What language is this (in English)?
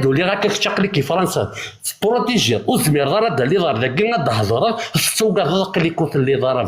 Kabyle